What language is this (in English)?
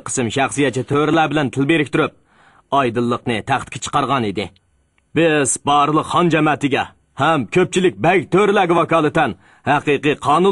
Uyghur